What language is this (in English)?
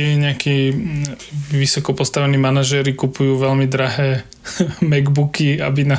Slovak